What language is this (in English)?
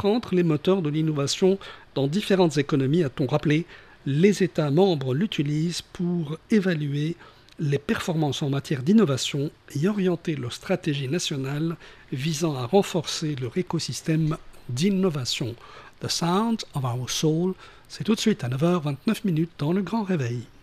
French